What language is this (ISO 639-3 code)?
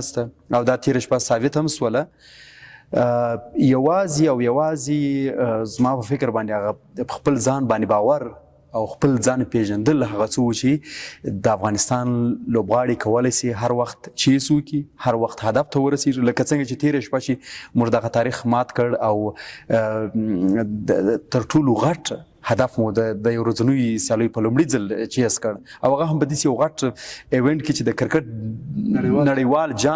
pus